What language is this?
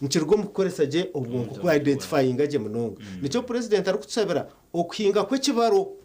Nyankole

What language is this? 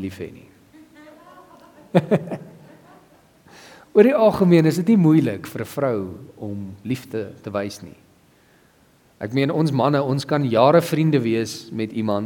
Afrikaans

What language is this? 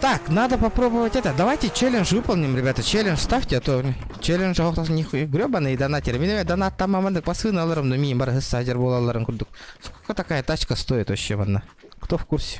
Yakut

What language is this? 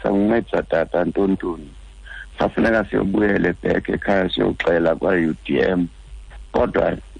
Xhosa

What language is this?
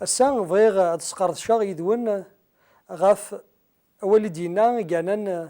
Kabyle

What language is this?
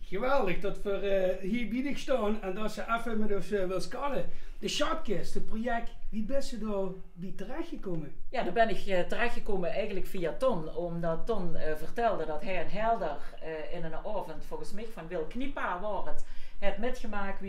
Limburgish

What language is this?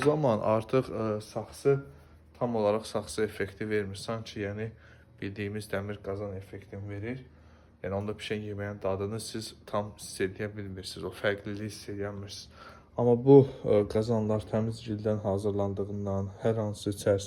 Azerbaijani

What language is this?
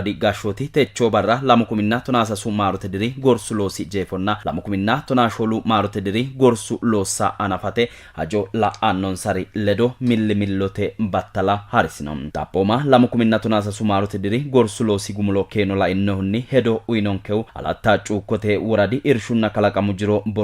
Sidamo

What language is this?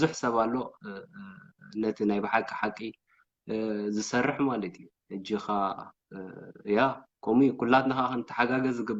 Tigrinya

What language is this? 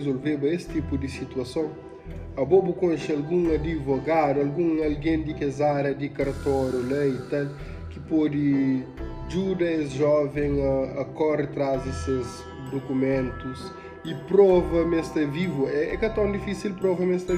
Kabuverdianu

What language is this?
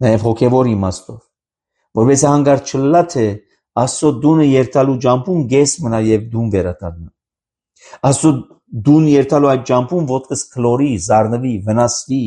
Armenian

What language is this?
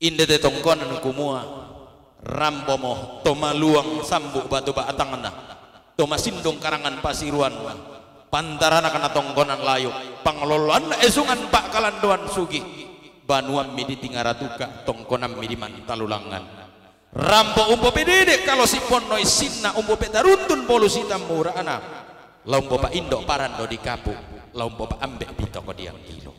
Toraja-Sa'dan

